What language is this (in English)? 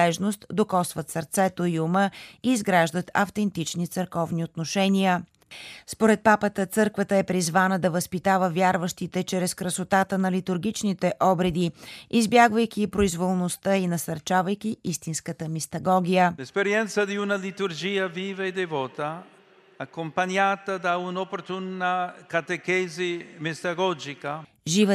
Bulgarian